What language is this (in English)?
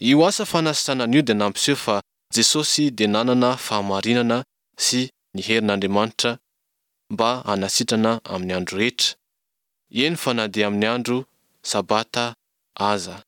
Malagasy